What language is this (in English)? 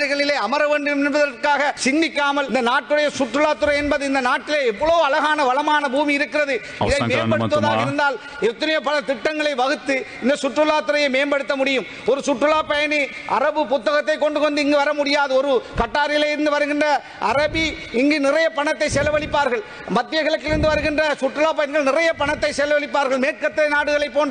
Tamil